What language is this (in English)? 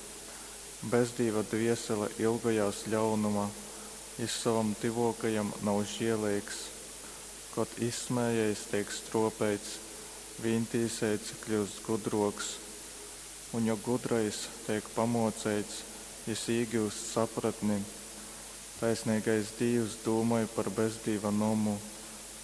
Latgalian